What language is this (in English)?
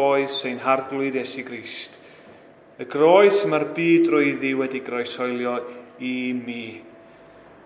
Welsh